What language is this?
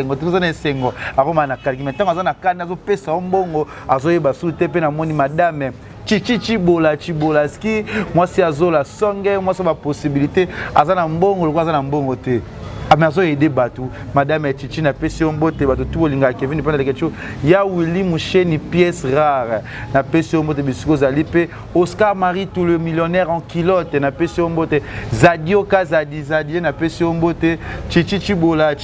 Lingala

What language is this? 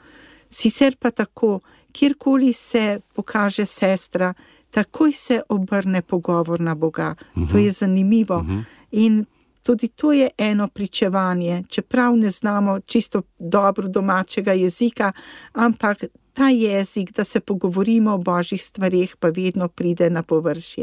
Slovenian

